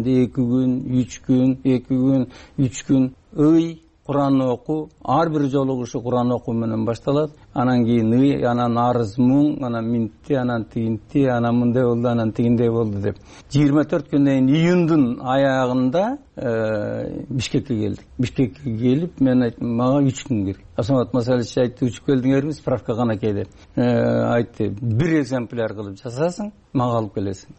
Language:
Kyrgyz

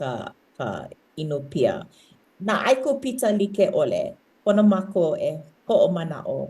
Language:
Hawaiian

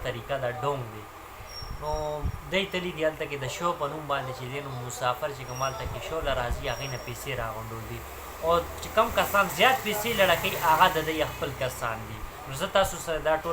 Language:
Pashto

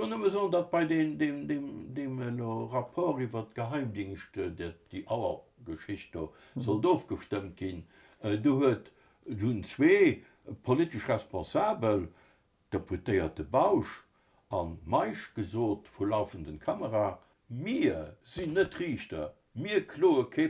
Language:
Luxembourgish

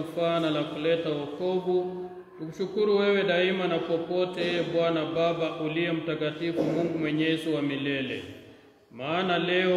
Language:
Swahili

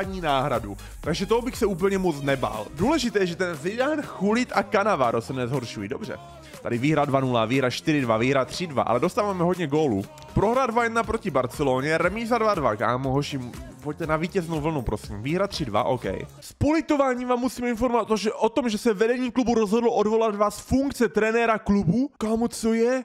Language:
Czech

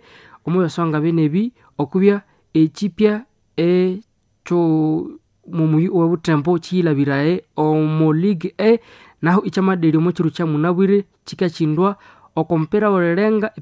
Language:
Nande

